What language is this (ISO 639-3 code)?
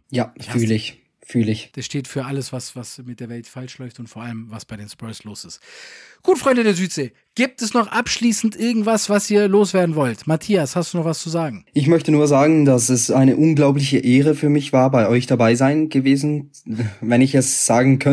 deu